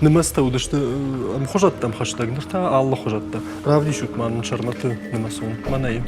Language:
Ossetic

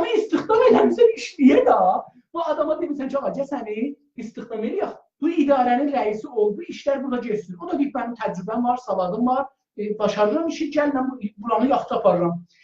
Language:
South Azerbaijani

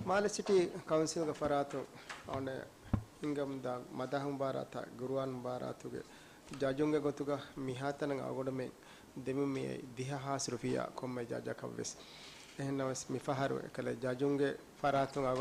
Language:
Divehi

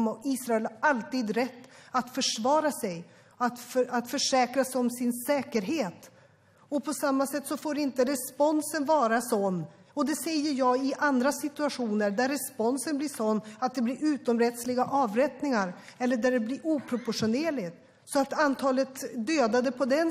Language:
Swedish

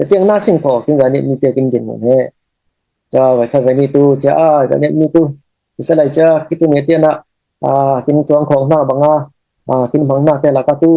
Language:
Falam Chin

